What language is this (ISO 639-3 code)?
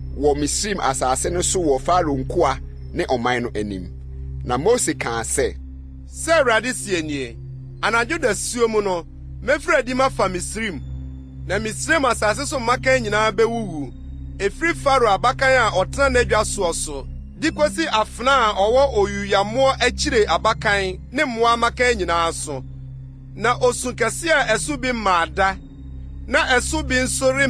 aka